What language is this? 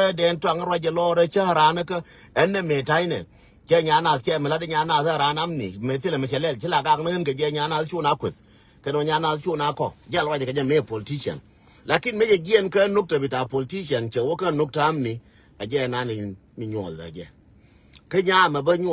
Nuer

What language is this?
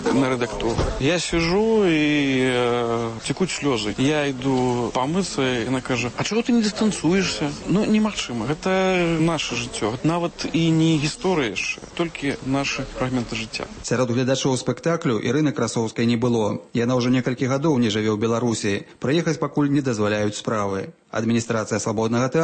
Belarusian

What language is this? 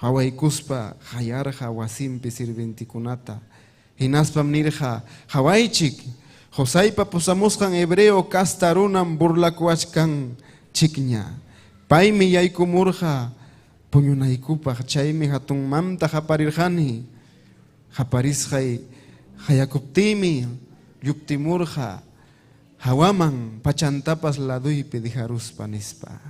Ayacucho Quechua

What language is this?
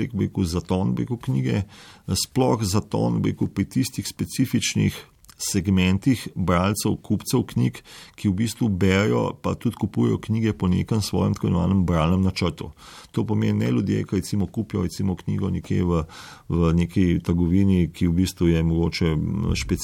Slovenian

